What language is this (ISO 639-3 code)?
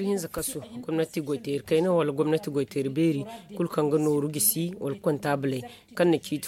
dje